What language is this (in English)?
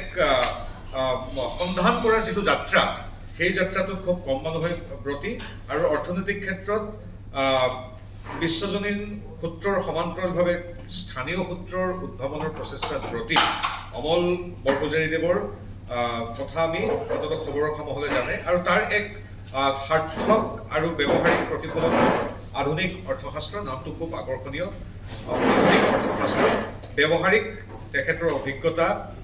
Assamese